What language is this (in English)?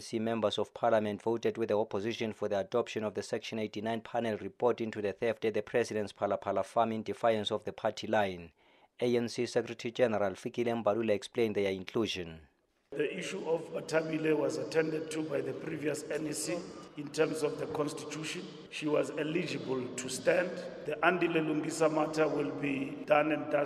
English